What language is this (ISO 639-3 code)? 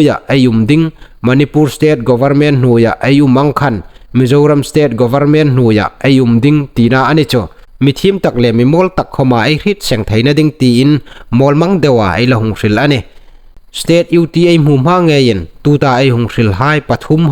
hmr